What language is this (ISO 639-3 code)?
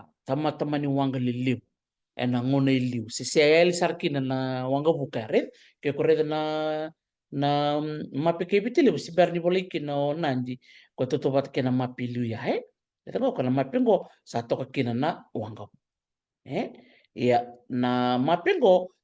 fij